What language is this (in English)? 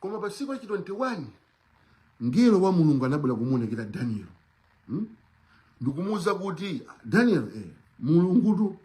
Nyanja